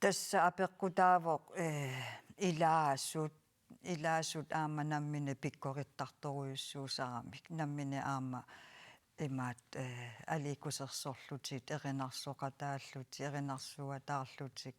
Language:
Kalaallisut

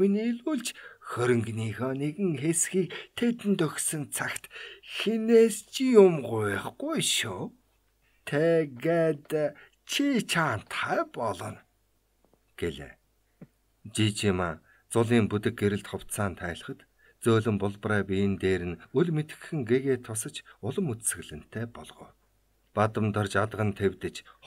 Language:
Mongolian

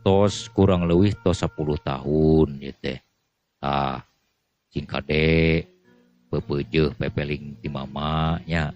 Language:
Sundanese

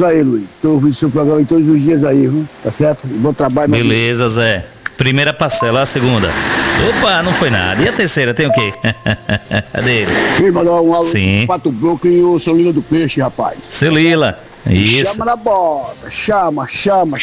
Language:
Portuguese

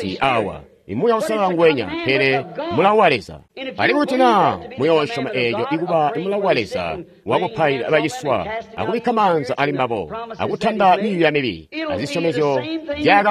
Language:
Tonga (Zambia)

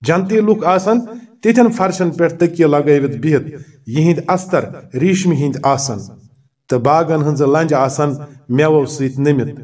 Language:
Kashmiri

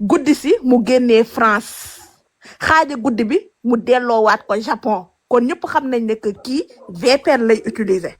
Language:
Wolof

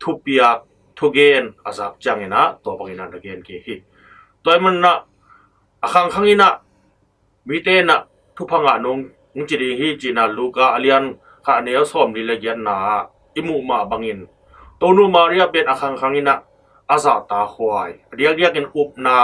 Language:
Tedim Chin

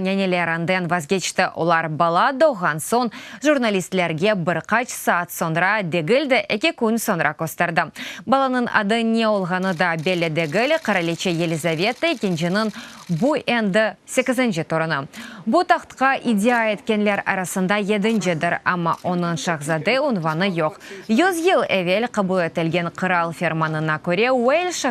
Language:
Crimean Tatar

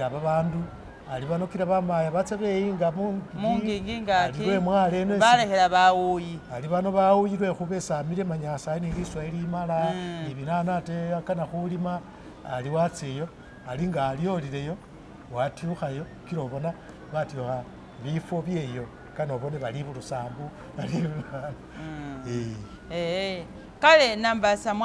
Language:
Masaaba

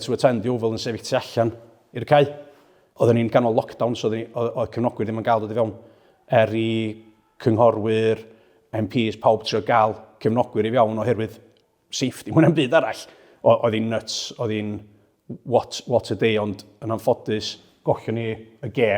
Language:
Welsh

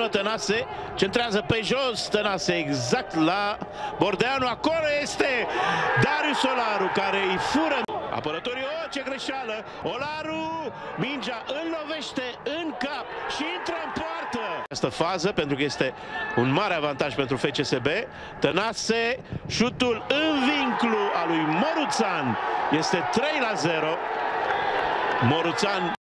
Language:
Romanian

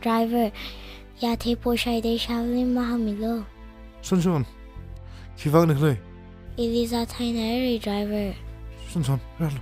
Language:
Tangkhul Naga (India)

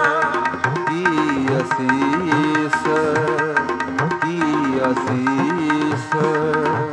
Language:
Punjabi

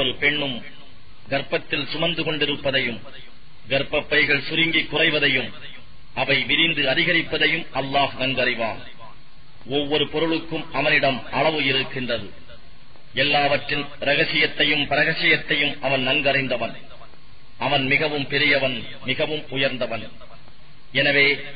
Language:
Tamil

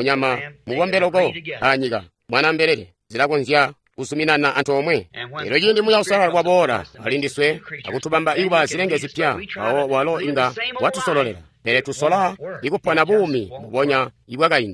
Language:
Tonga (Zambia)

